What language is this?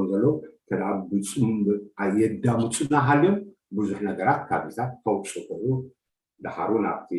Tigrinya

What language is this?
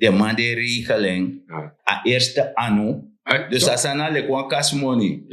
Sranan Tongo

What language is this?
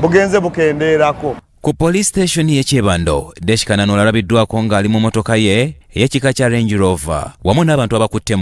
Ganda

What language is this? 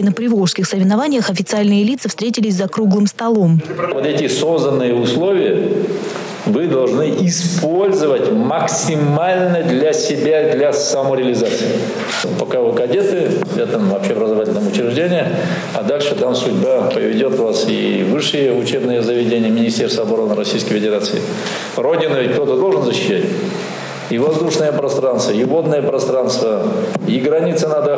Russian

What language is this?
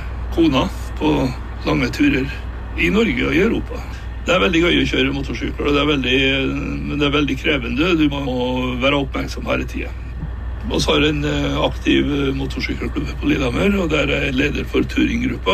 Norwegian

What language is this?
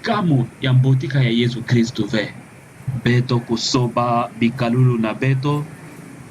Kituba (Democratic Republic of Congo)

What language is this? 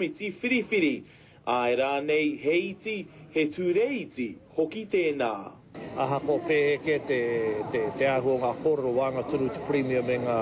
Māori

